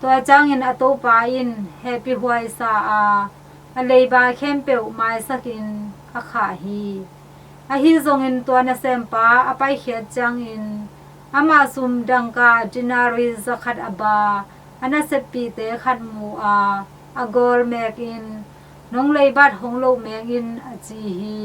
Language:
Tedim Chin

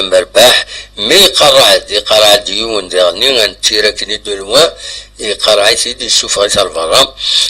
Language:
Kabyle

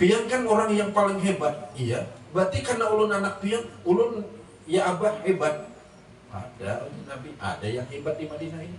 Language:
Banjar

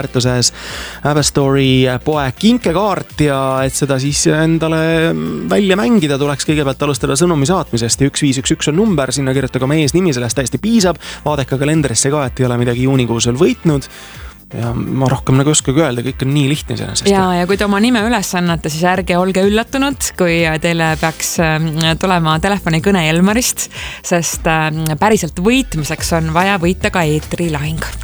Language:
Estonian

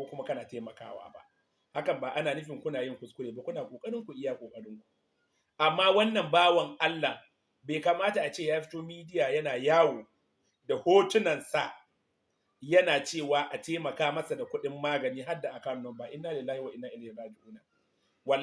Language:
Hausa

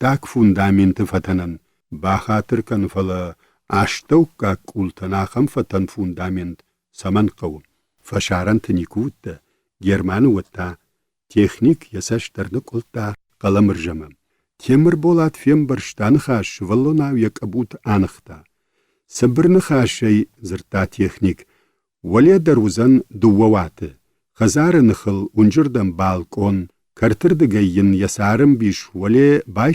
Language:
Ossetic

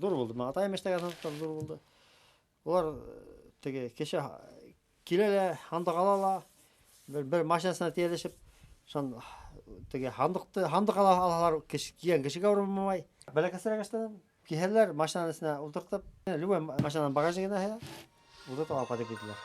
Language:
Bashkir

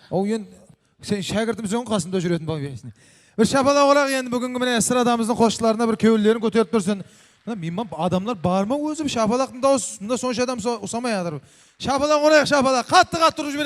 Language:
Kara-Kalpak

